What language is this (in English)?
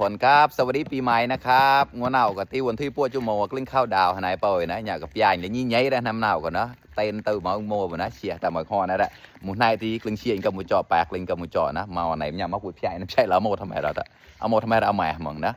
Mon